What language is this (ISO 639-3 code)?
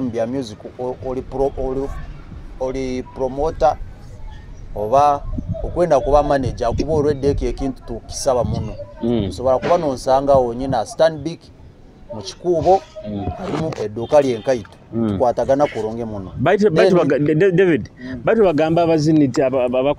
nyo